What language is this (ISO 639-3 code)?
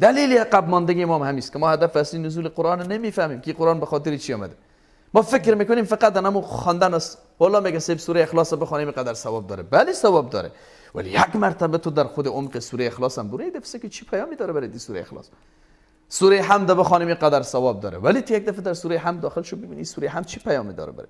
fas